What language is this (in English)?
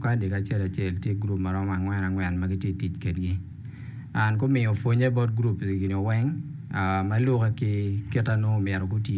Acoli